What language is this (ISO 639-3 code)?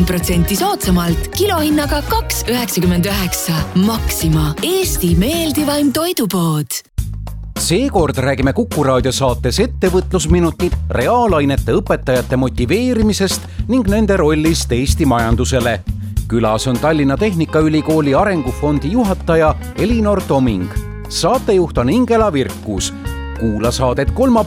est